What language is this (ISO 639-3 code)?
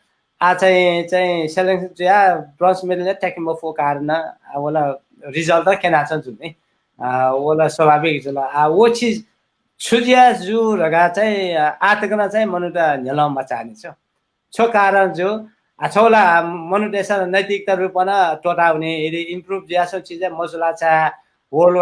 new